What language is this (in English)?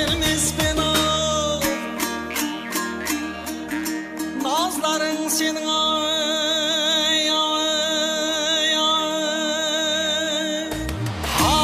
Kara-Kalpak